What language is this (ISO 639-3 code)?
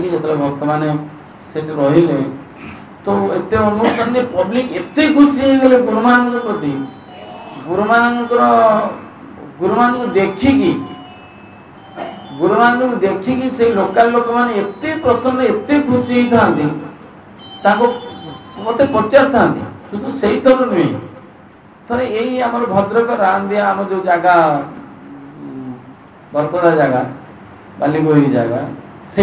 ori